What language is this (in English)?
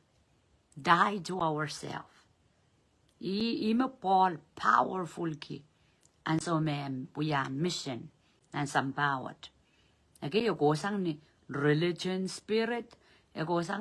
Pohnpeian